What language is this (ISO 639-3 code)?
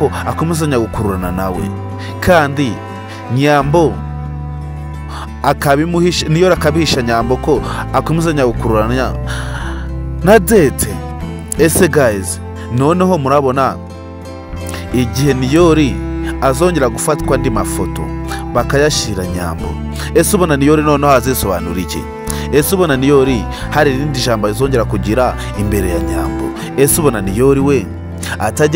kin